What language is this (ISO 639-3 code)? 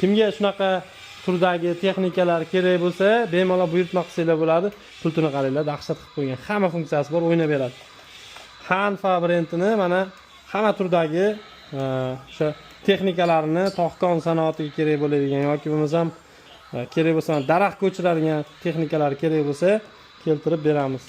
uzb